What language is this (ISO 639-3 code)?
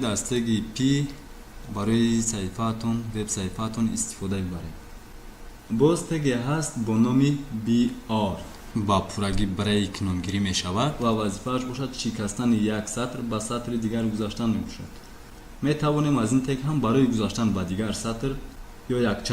tgk